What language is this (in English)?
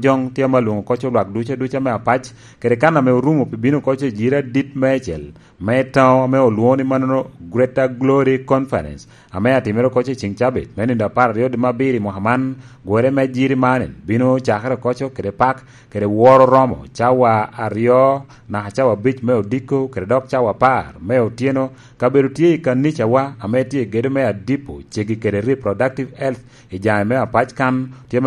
Lango (Uganda)